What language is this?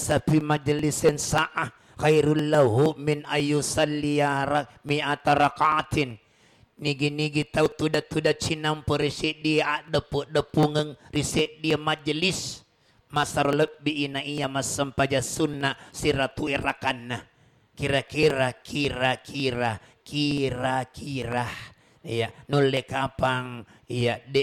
Buginese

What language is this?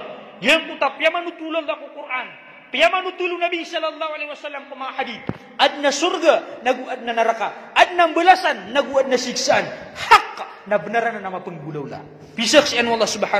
Maranao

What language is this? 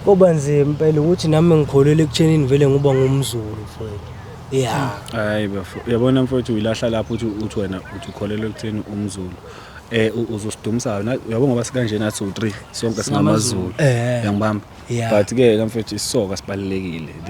Zulu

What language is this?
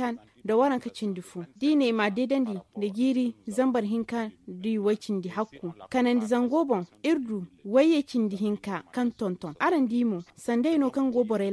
Zarma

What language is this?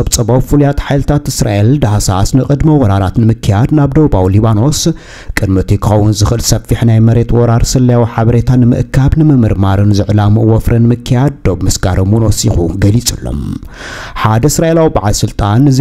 Tigrinya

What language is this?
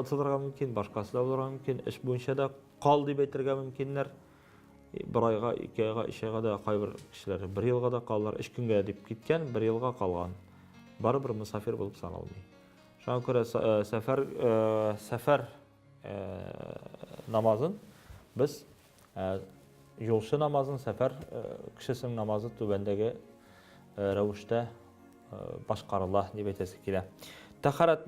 Tatar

